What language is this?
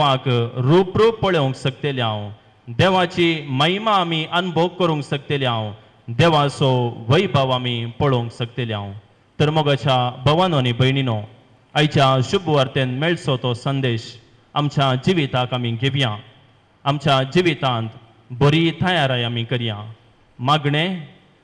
Konkani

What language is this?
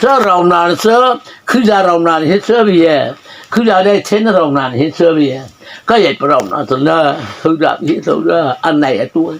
Mara Chin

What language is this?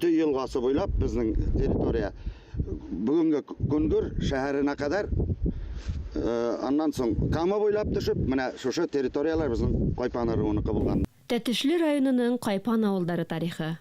Bashkir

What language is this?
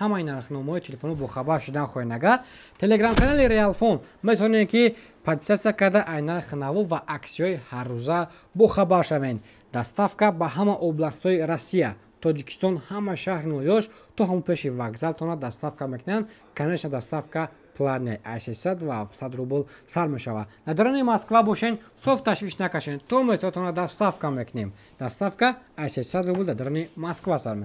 Tajik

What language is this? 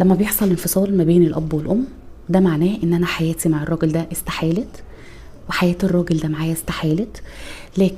Egyptian Arabic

